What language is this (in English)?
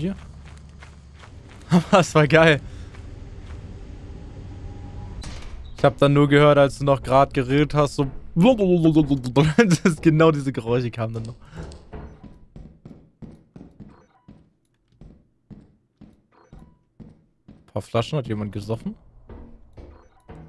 German